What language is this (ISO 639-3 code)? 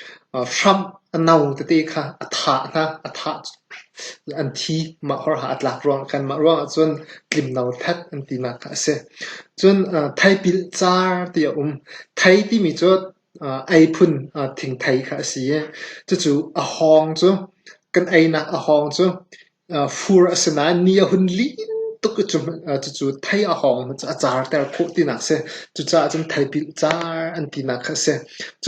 cnh